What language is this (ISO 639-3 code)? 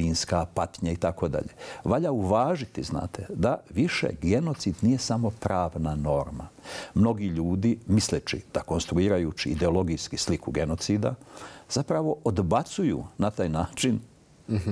bos